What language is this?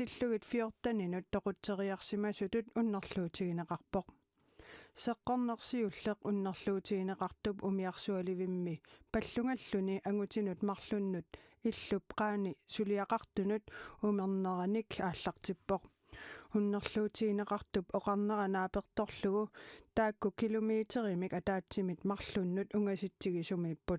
Kalaallisut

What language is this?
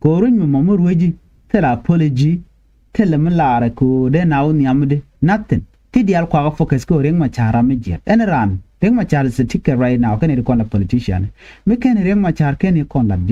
Nuer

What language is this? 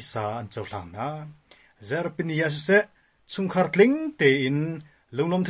Hakha Chin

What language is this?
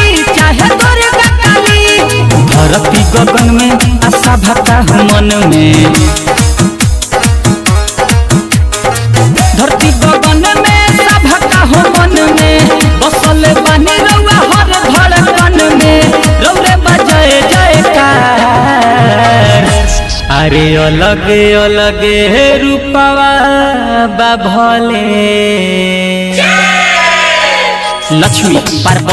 Bhojpuri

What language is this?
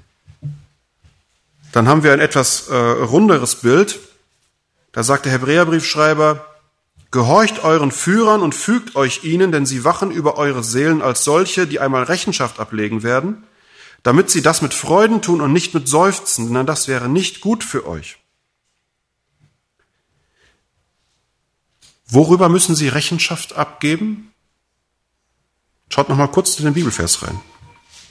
German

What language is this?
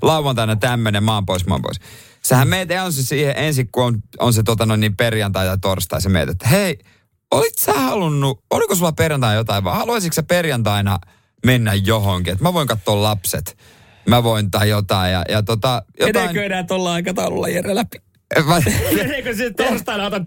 Finnish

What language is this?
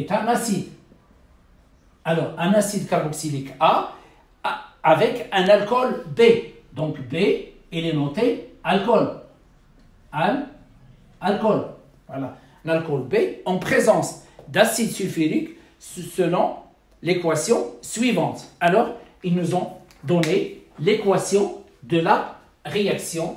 French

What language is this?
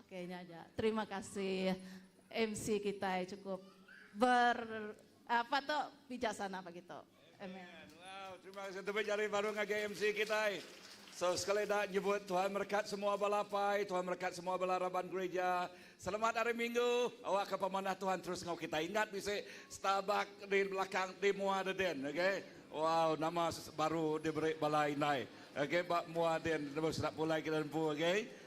Iban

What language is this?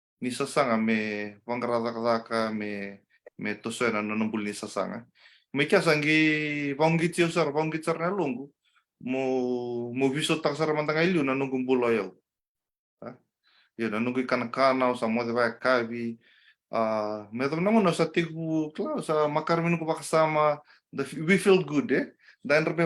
Fijian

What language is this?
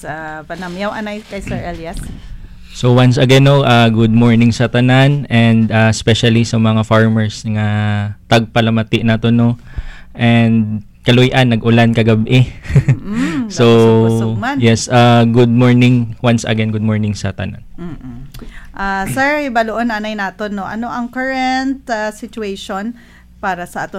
Hiligaynon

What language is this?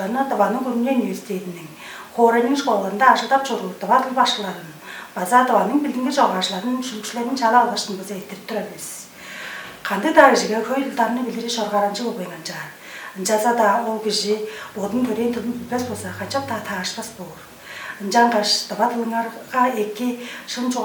Tuvinian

